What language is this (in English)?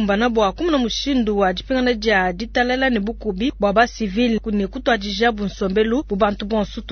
Luba-Lulua